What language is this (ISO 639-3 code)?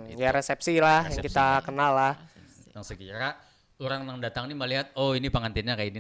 bjn